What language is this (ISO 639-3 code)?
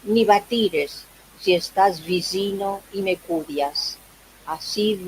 lad